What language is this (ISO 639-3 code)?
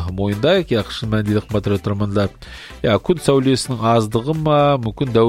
kaz